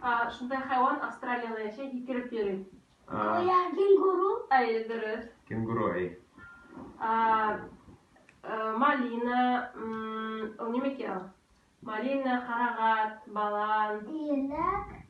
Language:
Bashkir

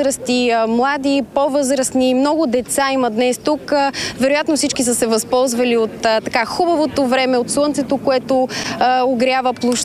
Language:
Bulgarian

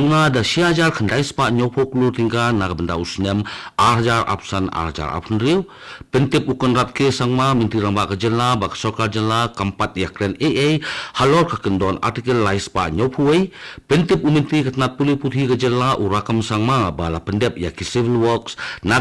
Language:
Khasi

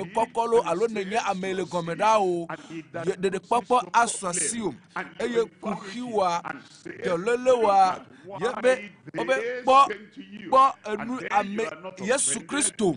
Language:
Ewe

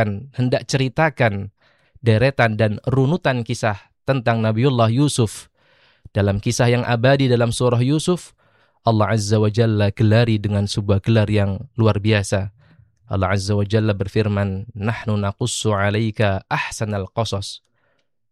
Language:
Indonesian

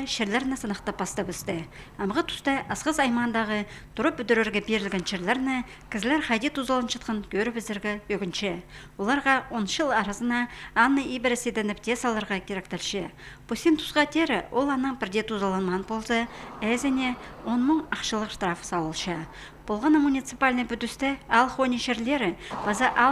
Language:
Khakas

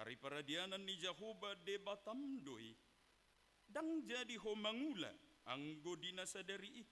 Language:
Batak Toba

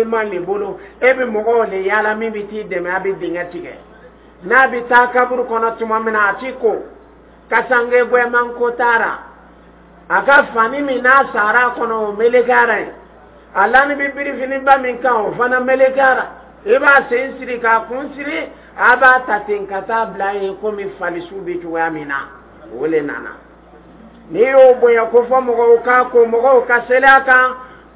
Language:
Dyula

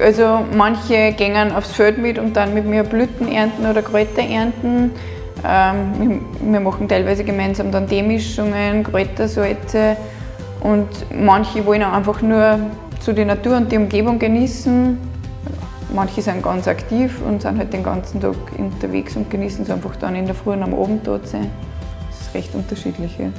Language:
Bavarian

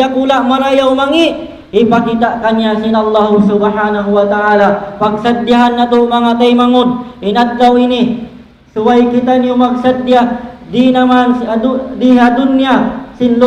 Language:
Tausug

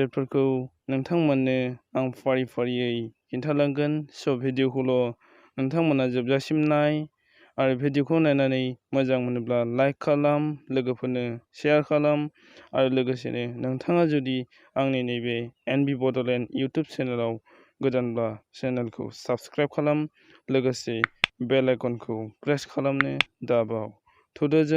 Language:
Bodo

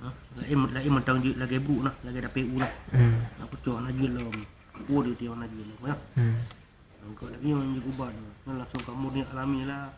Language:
Achinese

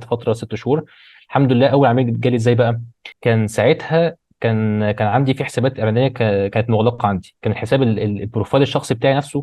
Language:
Egyptian Arabic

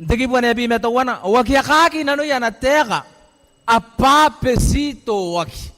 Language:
Gilbertese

